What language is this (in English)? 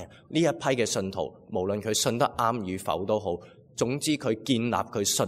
Cantonese